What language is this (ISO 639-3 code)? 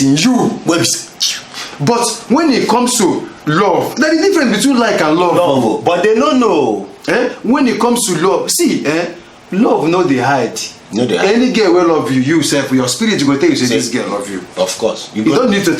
pcm